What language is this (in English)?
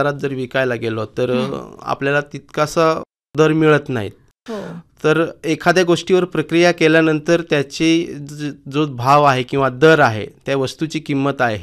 Marathi